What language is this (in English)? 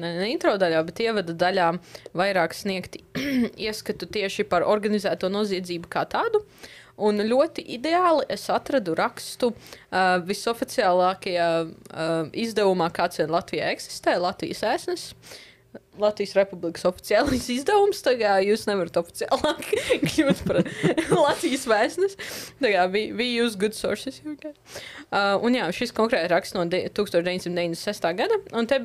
Latvian